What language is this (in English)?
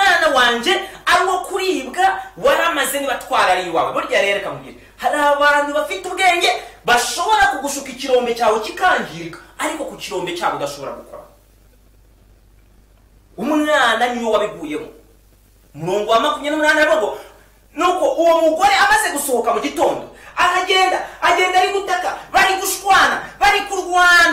Kinyarwanda